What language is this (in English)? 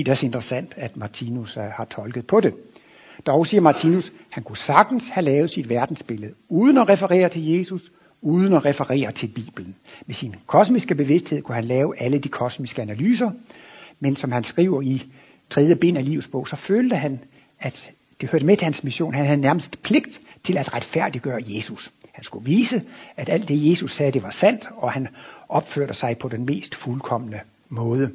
Danish